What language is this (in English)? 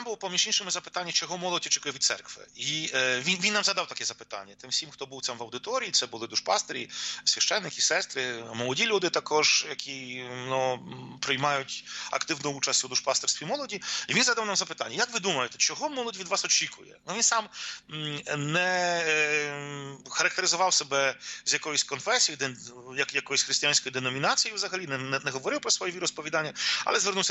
Ukrainian